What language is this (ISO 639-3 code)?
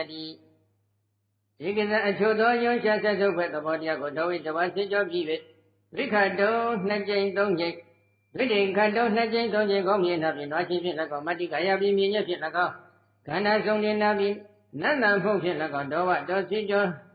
mya